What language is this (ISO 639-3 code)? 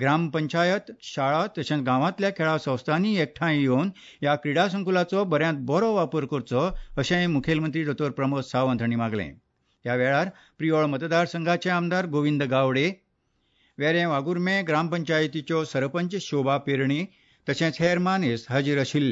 kok